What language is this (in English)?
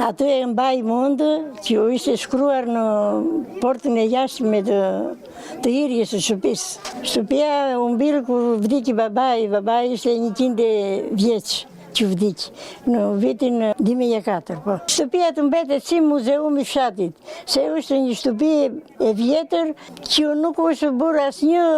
Albanian